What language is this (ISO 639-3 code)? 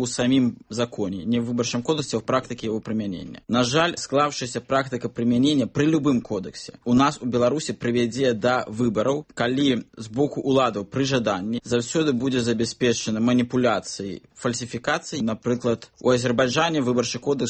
bel